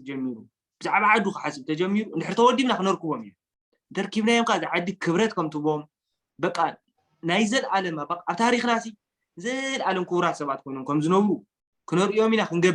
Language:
Tigrinya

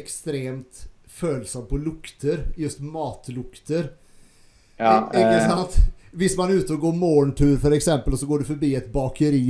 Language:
Norwegian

